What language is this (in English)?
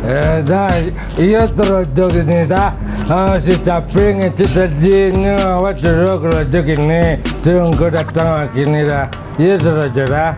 Minangkabau